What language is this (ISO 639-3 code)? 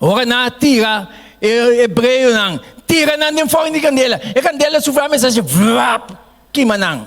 pap